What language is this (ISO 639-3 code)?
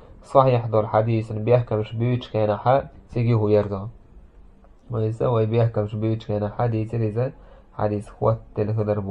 che